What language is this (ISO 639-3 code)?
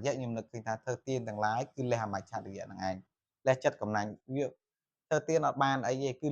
khm